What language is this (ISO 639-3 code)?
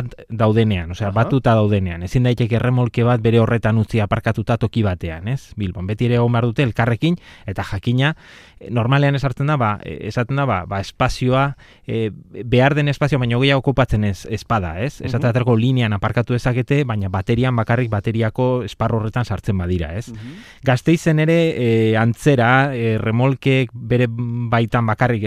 eus